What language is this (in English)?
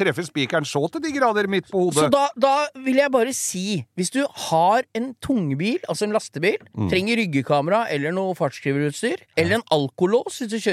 Norwegian